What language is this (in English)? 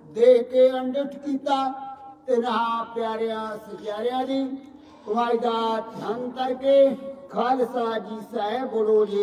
Punjabi